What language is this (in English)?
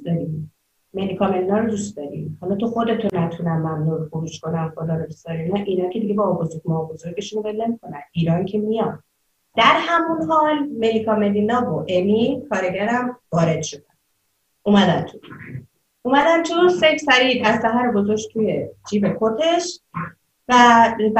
Persian